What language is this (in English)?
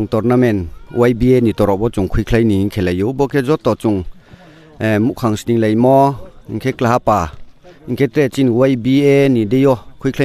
Riang (India)